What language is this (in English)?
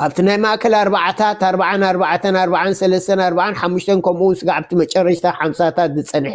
Tigrinya